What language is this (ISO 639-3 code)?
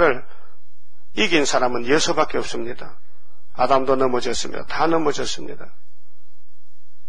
kor